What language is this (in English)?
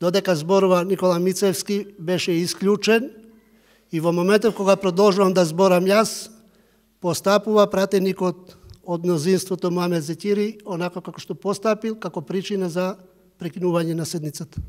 Macedonian